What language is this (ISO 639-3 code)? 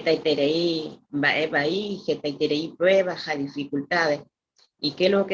grn